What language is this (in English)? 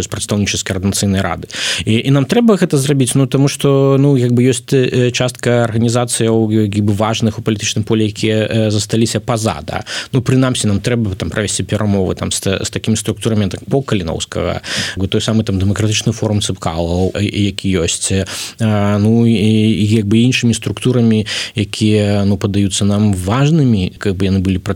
Belarusian